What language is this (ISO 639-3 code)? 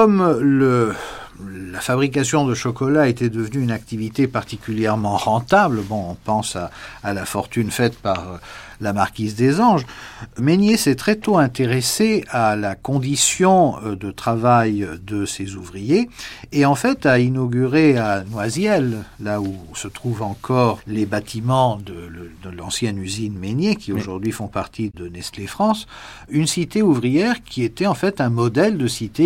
fra